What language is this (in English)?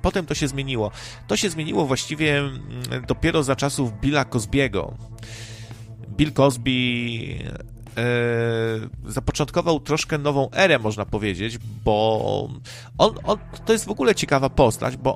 Polish